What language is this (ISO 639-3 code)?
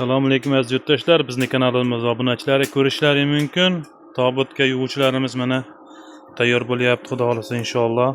uzb